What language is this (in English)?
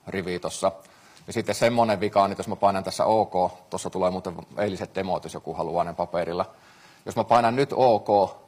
Finnish